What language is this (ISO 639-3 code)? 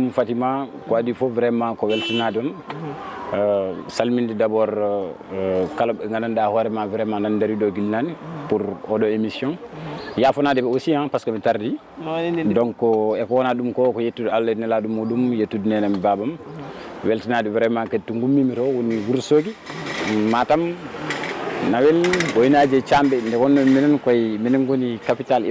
ful